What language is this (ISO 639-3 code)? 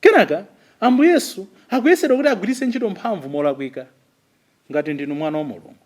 nya